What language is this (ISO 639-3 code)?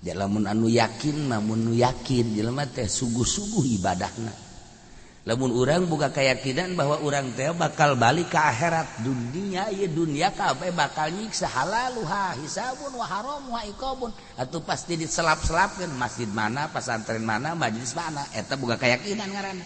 sun